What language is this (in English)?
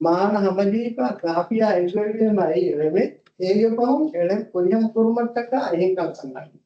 Divehi